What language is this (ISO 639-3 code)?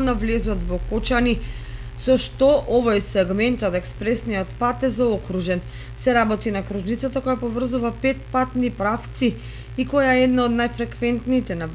mkd